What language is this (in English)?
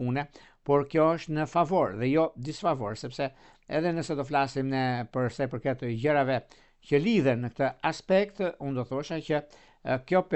Albanian